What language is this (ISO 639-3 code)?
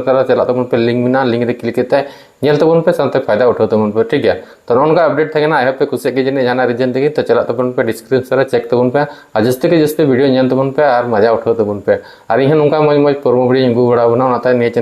sat